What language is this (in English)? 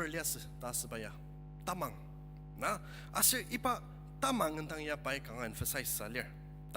Ao Naga